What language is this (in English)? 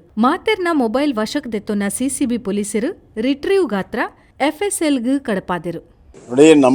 Tulu